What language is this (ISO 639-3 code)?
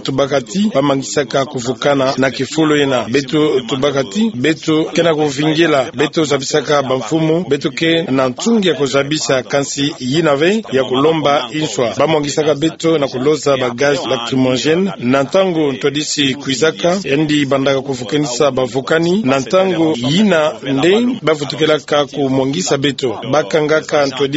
ktu